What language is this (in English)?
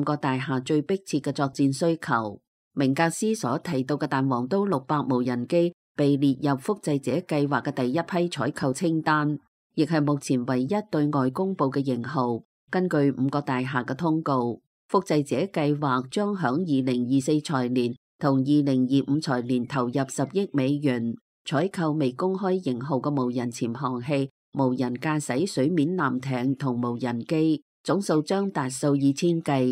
Cantonese